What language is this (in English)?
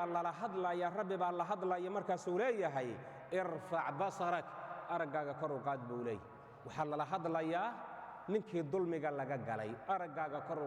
Somali